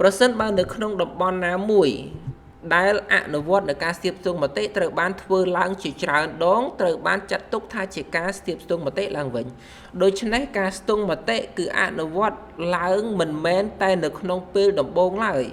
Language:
Khmer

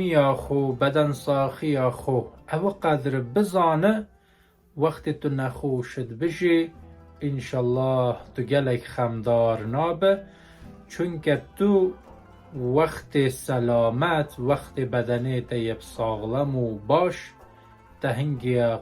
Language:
Kurdish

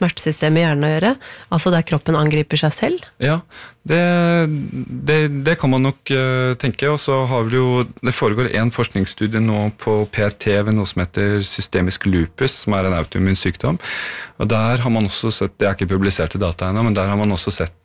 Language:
Norwegian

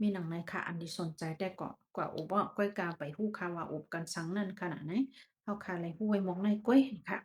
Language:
Shan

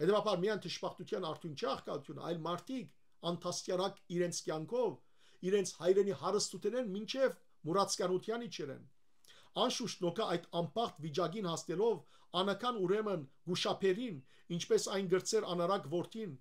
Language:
Western Armenian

